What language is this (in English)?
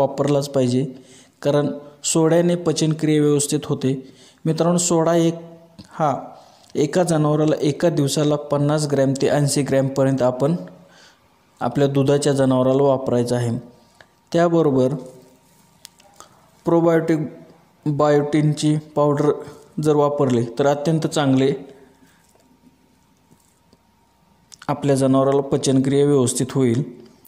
Marathi